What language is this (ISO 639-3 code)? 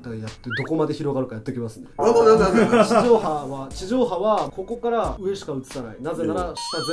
jpn